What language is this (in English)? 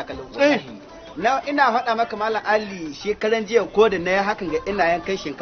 Hausa